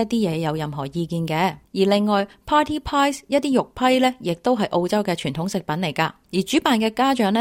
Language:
Cantonese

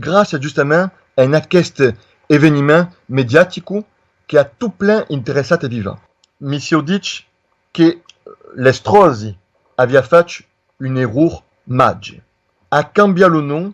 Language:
Occitan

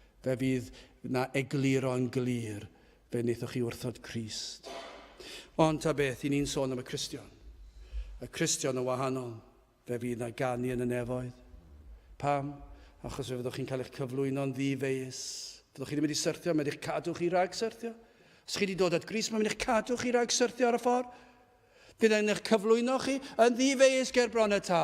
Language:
Welsh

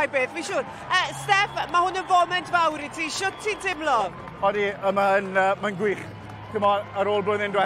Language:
Welsh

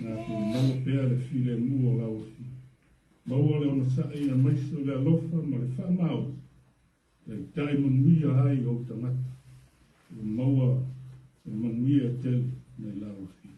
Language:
Samoan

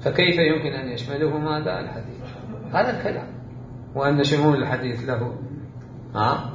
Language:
Mesopotamian Arabic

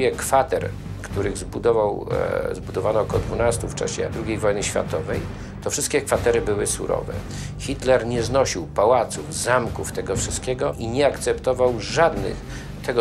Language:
Polish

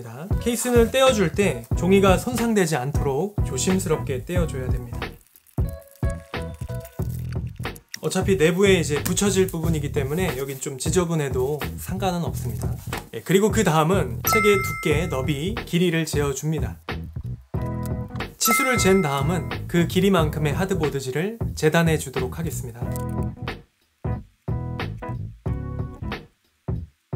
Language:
Korean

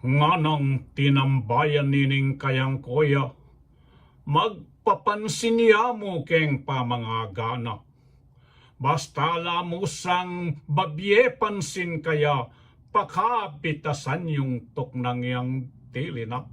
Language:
Pampanga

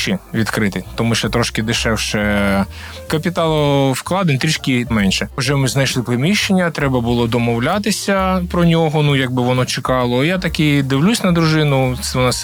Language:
Ukrainian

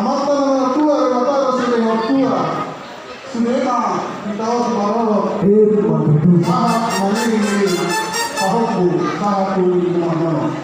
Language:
Batak Toba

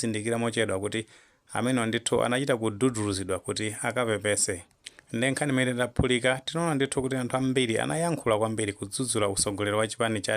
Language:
Nyanja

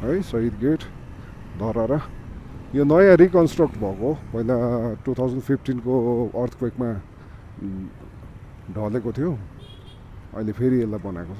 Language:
Nepali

